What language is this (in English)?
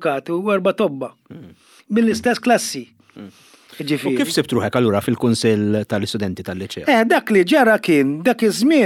Maltese